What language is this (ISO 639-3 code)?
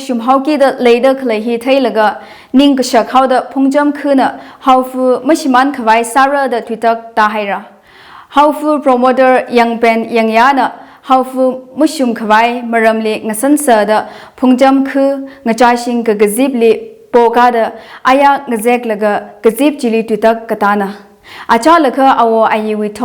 nmf